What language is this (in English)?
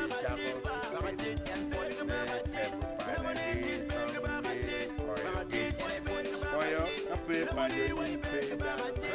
Acoli